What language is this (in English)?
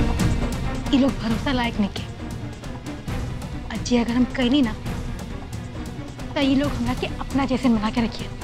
Bhojpuri